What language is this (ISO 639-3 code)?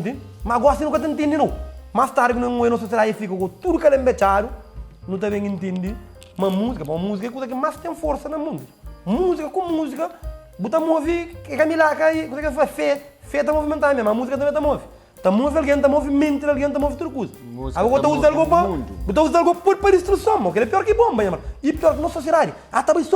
kea